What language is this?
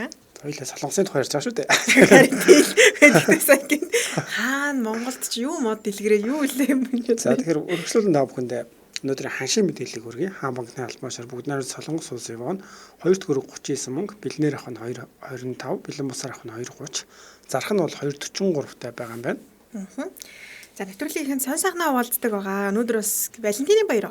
Mongolian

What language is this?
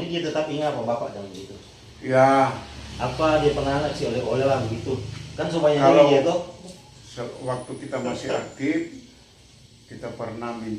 Manado Malay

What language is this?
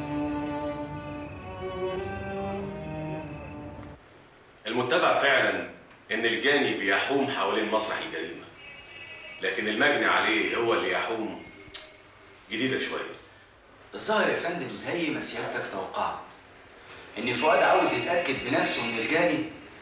Egyptian Arabic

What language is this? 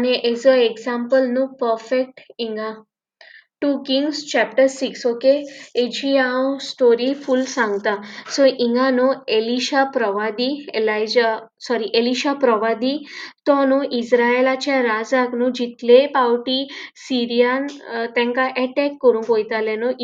Konkani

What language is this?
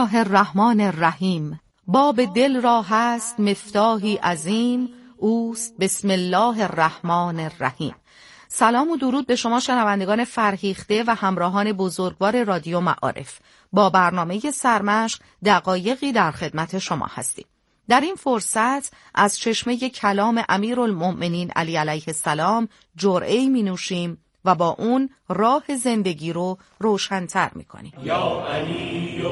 Persian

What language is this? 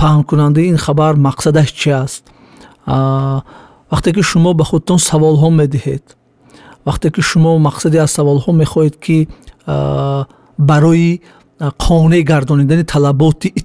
Tajik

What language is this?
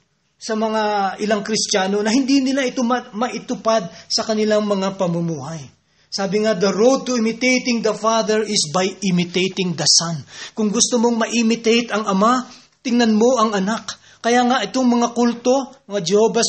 Filipino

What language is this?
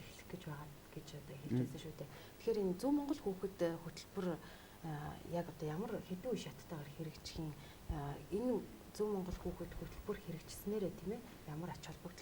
Mongolian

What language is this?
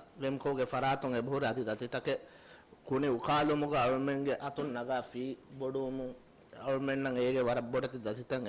Divehi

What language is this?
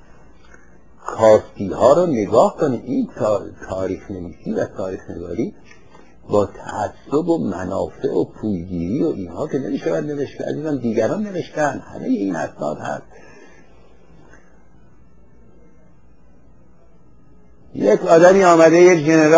Persian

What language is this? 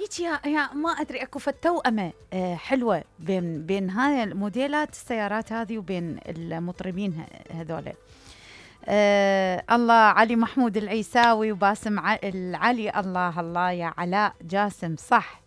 Mesopotamian Arabic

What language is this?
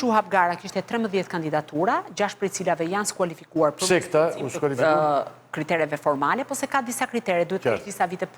Albanian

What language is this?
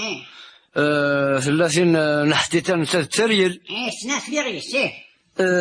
Kabyle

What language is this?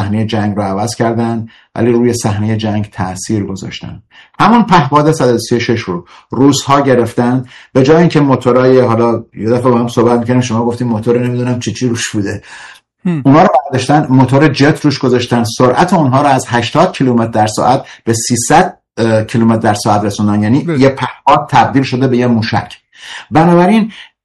Persian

